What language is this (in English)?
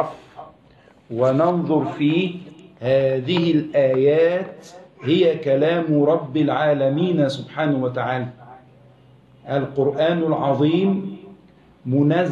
Arabic